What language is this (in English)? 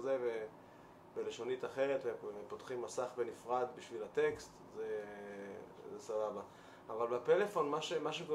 Hebrew